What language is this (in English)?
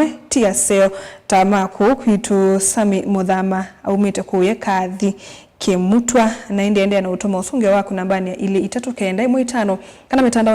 Kamba